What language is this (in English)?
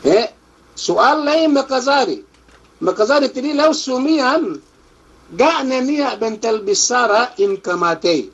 Yakan